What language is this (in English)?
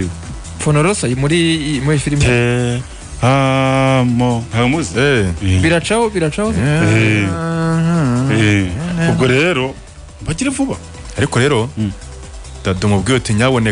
Kinyarwanda